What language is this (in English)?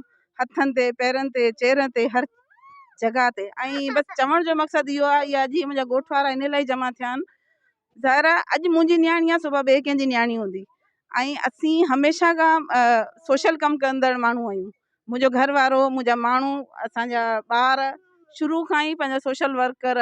Sindhi